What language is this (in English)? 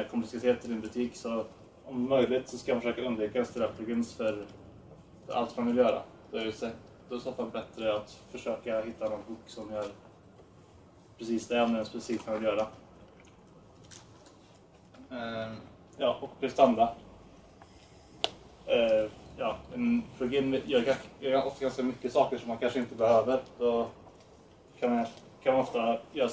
Swedish